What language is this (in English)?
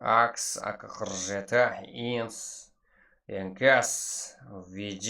Kara-Kalpak